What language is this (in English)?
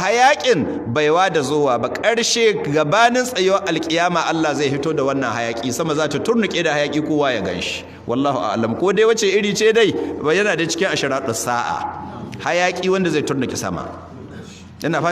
Hausa